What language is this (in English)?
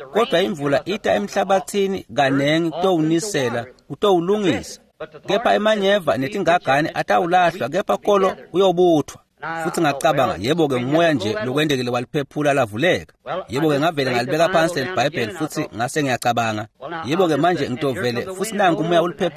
Swati